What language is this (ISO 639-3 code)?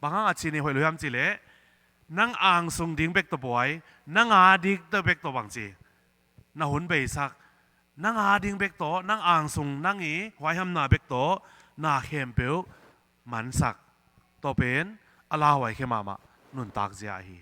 ctd